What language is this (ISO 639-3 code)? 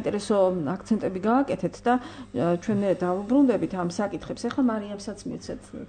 kat